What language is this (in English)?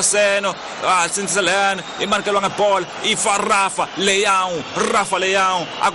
Tsonga